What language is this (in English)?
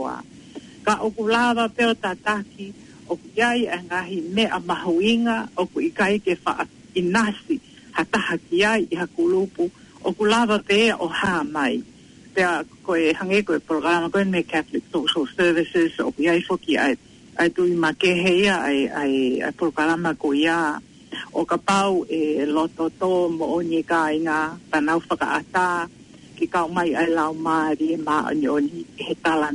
Tongan